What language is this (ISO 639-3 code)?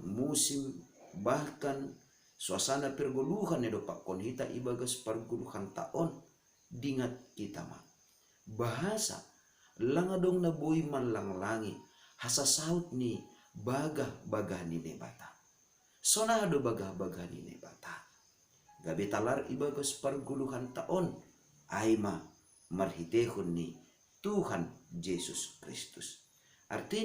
bts